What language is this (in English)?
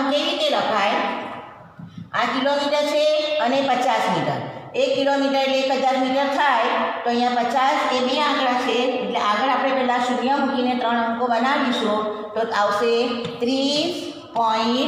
Gujarati